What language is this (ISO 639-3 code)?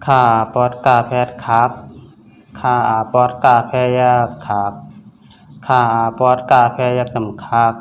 shn